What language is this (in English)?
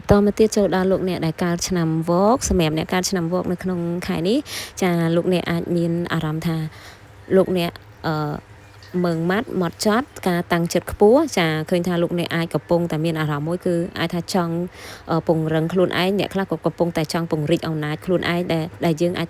Khmer